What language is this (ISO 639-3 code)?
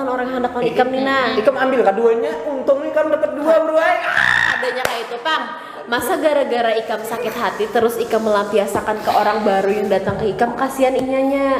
bjn